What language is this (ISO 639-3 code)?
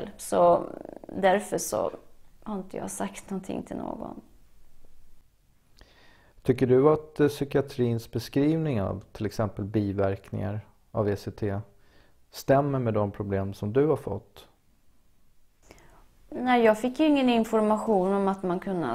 swe